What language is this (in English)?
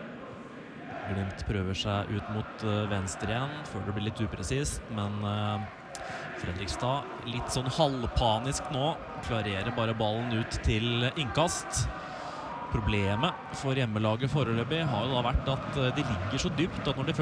Norwegian